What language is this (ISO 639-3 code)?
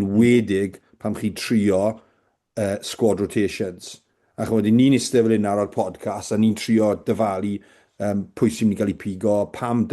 cym